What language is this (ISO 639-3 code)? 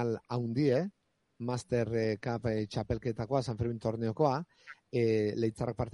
eus